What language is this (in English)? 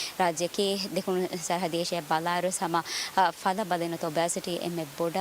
Divehi